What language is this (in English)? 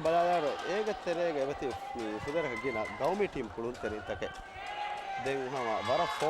Divehi